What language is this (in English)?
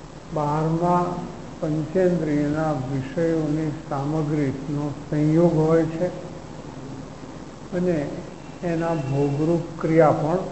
Gujarati